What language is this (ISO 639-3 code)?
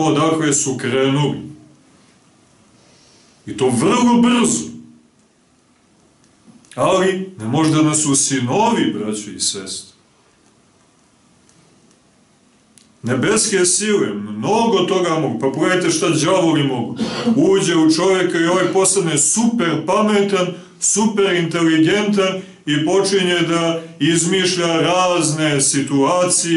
srp